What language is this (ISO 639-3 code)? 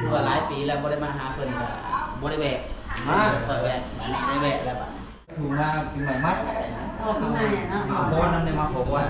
lao